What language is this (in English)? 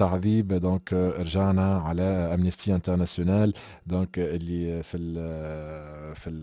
Tunisian Arabic